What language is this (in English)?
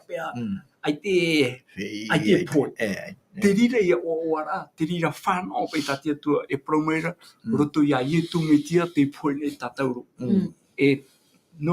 Tahitian